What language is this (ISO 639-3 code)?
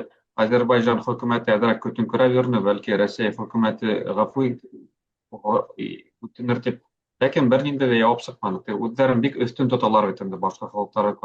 bak